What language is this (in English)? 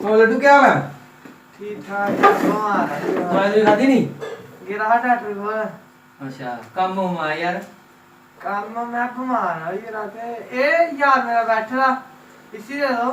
Dogri